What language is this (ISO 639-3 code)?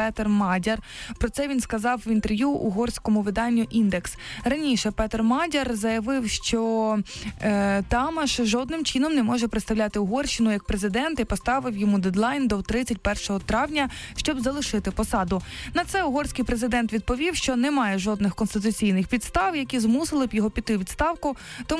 ukr